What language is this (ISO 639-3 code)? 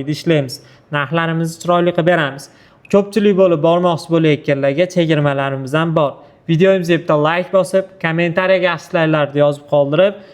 uzb